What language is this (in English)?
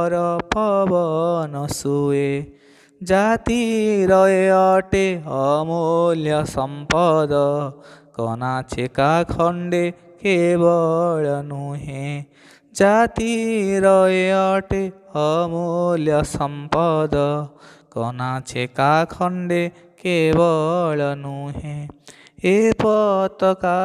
Odia